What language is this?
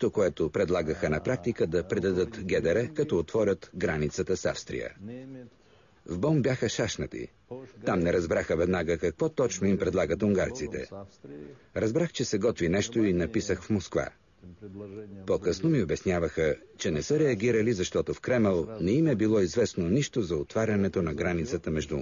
Bulgarian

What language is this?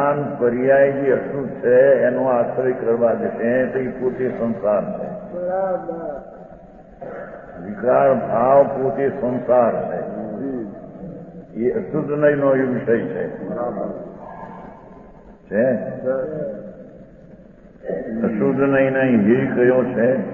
Gujarati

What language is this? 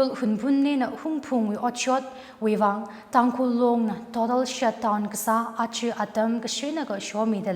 Tangkhul Naga (India)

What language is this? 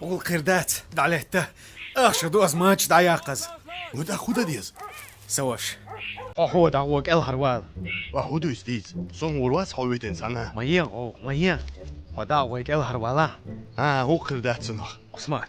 Chechen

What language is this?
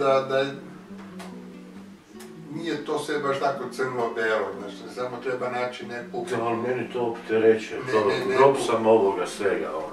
Croatian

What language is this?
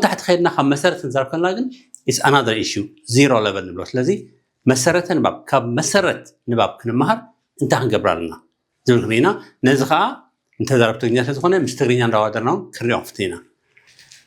Tigrinya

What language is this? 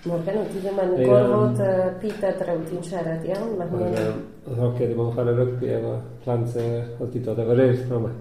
Welsh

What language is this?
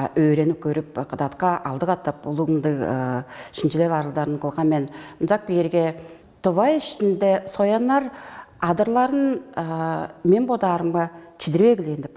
Tuvinian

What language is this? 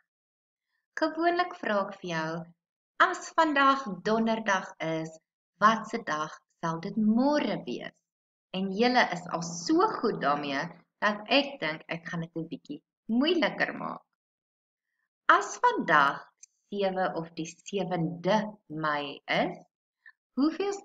Afrikaans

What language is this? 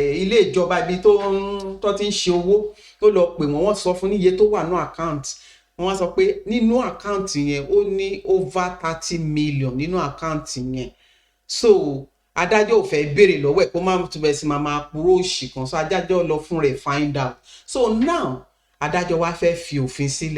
Yoruba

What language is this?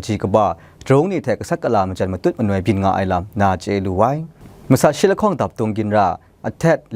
Kachin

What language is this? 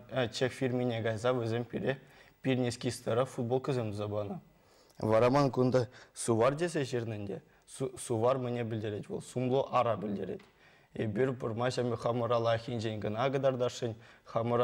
Chuvash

